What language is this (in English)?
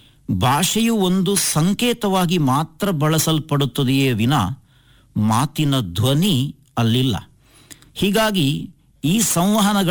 Kannada